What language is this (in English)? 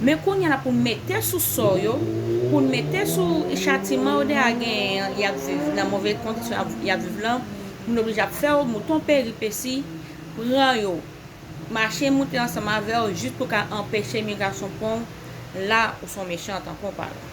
Haitian Creole